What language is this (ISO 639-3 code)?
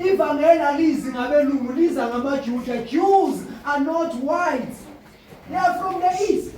zul